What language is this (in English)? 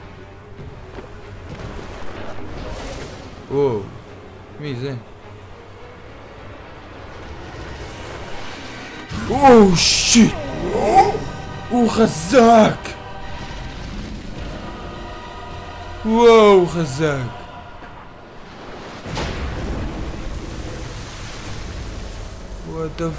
Hebrew